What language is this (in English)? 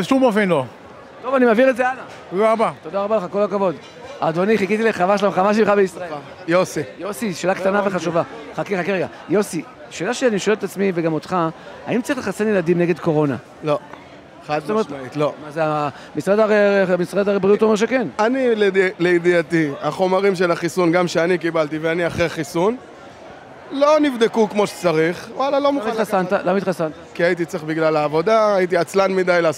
Hebrew